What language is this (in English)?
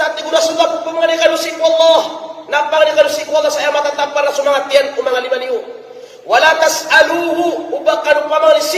Maranao